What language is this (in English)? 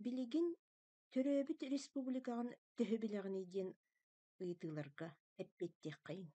Yakut